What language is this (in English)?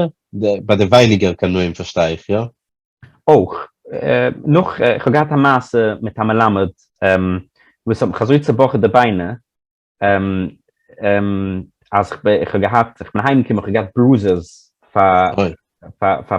Yiddish